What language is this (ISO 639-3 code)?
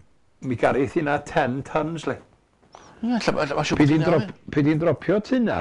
cym